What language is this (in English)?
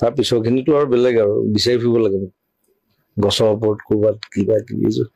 Assamese